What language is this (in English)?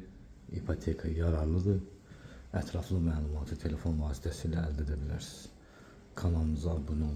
Azerbaijani